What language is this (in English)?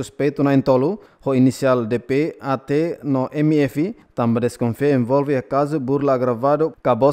Tetum